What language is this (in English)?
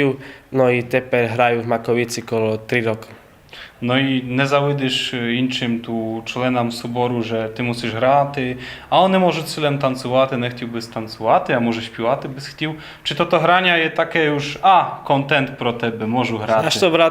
Rusyn